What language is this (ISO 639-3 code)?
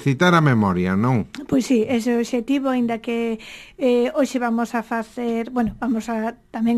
glg